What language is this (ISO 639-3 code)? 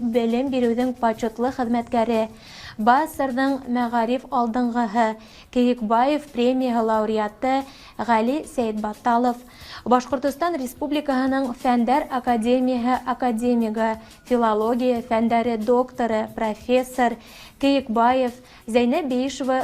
bak